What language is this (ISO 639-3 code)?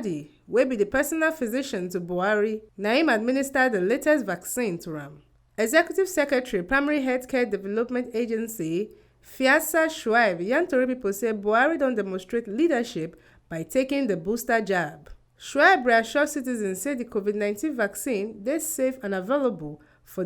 pcm